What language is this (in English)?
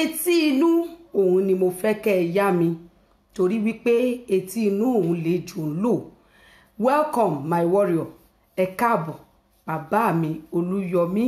Yoruba